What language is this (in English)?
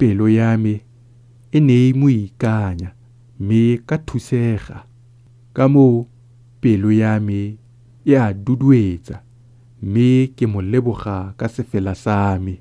Tswana